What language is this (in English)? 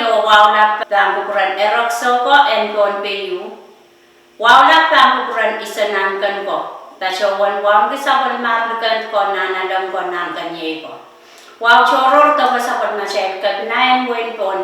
Pohnpeian